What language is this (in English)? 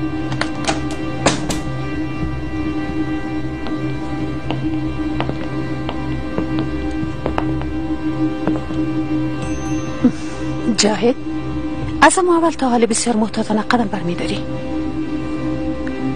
Persian